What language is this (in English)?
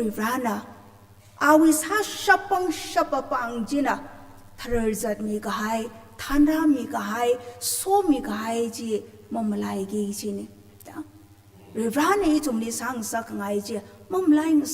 Tangkhul Naga (India)